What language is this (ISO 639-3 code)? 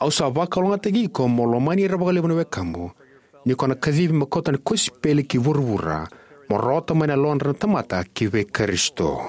fij